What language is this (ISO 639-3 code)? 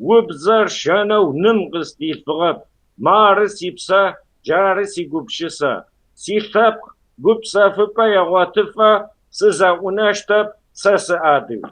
kbd